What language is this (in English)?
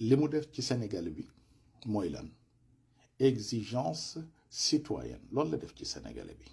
Wolof